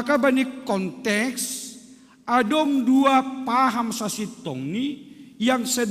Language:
Batak Simalungun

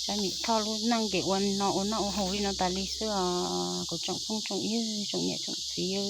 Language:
Hmong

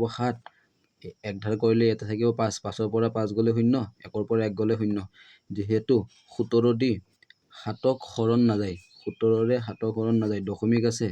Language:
Assamese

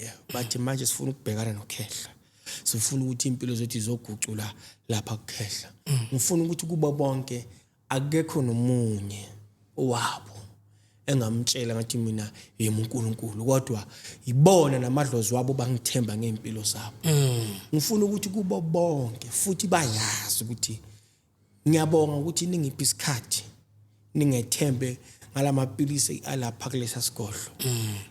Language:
Zulu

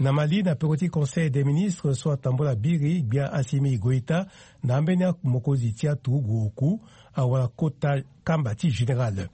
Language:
Sango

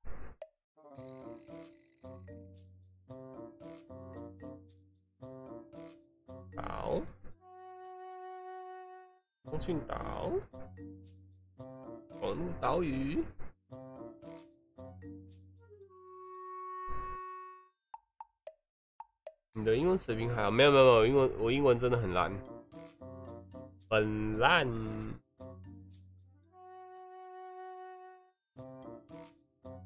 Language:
Chinese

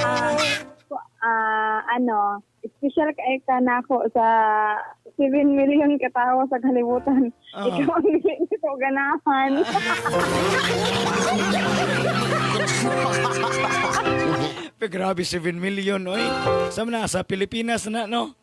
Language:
Cebuano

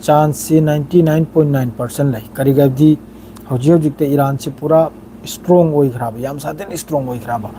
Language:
Manipuri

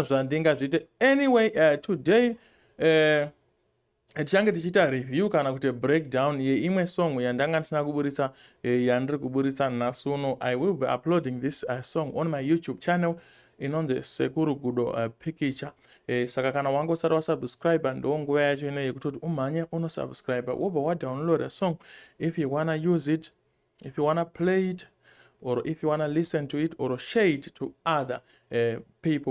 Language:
Shona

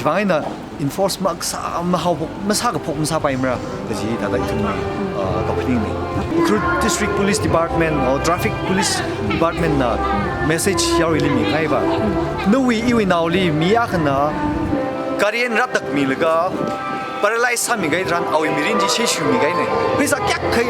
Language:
Tangkhul Naga (India)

